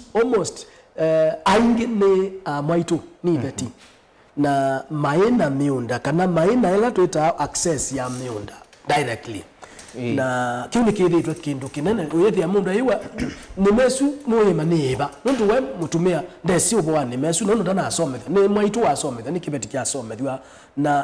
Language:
Kamba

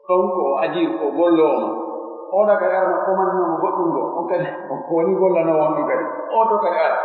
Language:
Pular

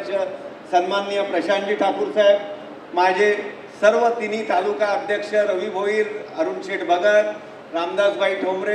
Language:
Marathi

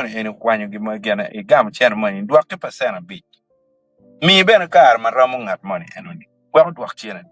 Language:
Acoli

